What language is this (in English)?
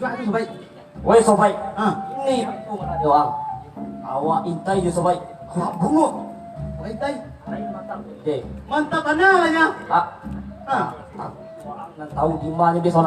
Minangkabau